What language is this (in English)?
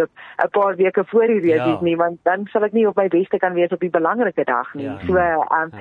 Afrikaans